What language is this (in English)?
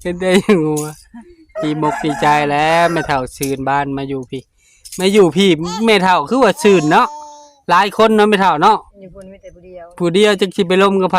Northeastern Thai